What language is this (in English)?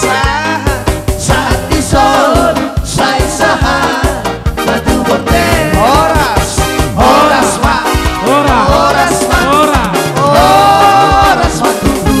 Batak Toba